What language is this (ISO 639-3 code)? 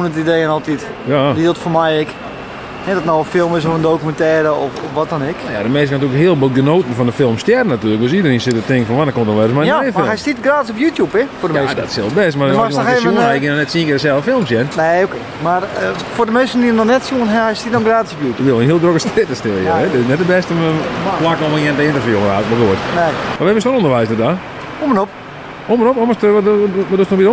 fry